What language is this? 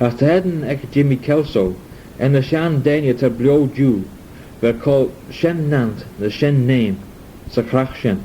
Manx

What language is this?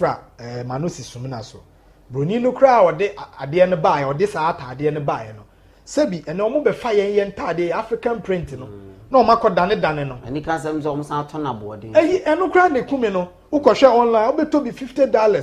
Akan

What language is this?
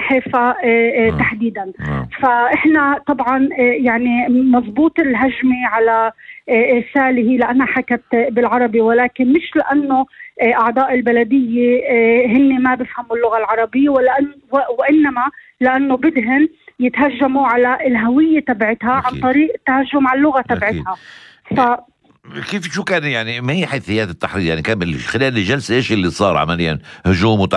North Levantine Arabic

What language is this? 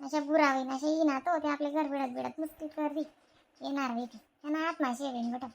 Khandesi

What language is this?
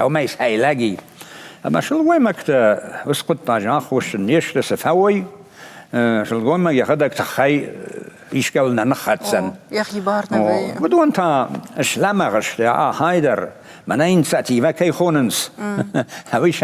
Ossetic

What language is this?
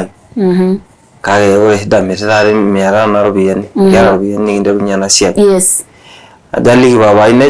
Masai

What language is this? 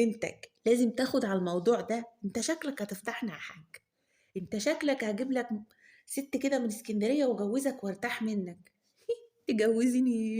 Egyptian Arabic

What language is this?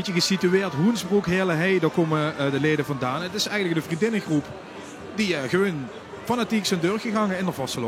Limburgish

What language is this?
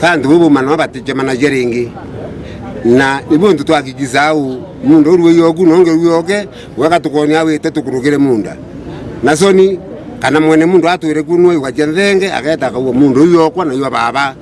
Meru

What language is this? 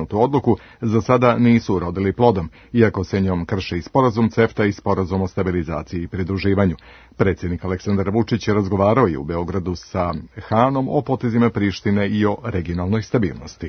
Serbian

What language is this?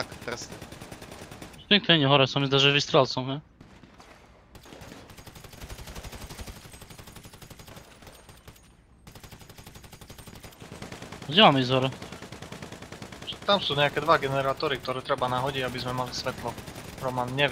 Slovak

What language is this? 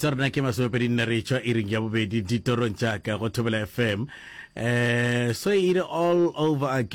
Northern Sotho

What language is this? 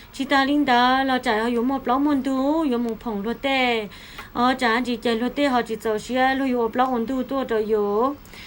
Hmong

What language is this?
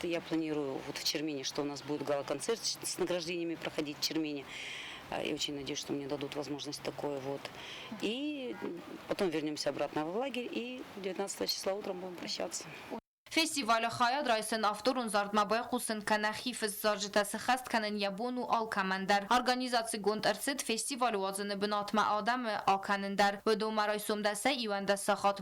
Ossetic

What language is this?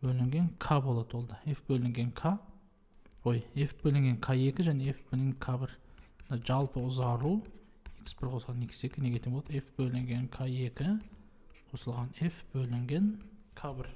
Kazakh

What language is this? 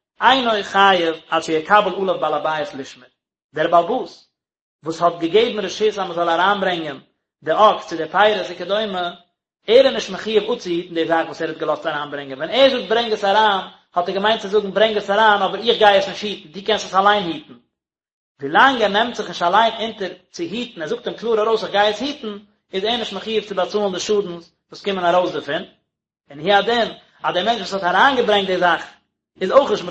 Yiddish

